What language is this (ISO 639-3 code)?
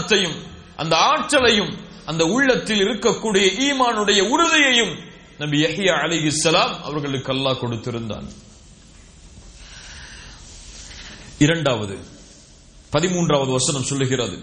tam